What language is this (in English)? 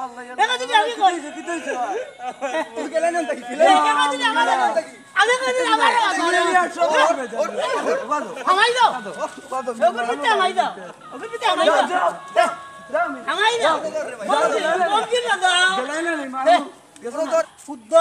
Sylheti